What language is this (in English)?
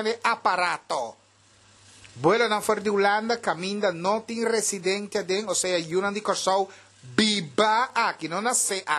Papiamento